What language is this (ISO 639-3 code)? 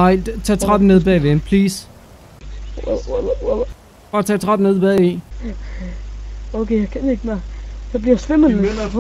dan